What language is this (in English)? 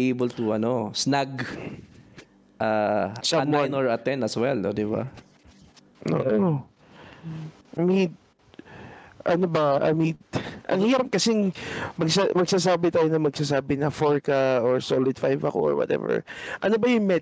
Filipino